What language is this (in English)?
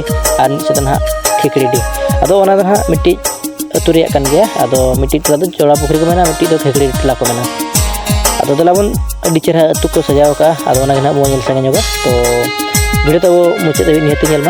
Santali